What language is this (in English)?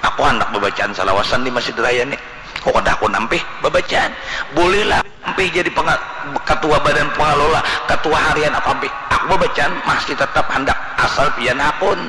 Banjar